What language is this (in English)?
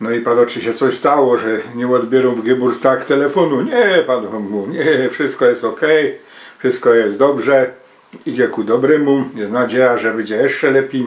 Silesian